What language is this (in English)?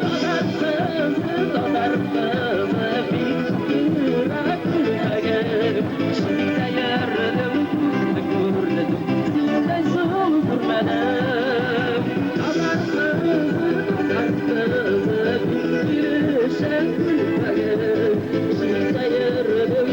Tatar